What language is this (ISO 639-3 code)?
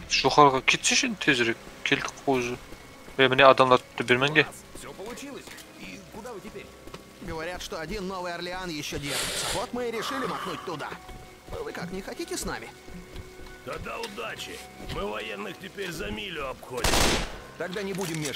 kaa